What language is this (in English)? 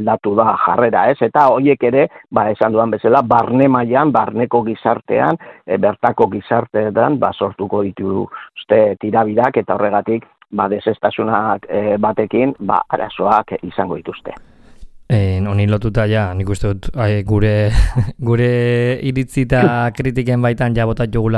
Basque